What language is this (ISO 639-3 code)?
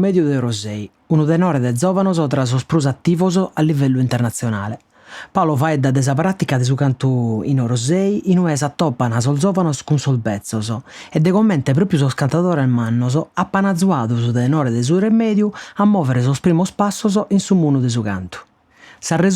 srd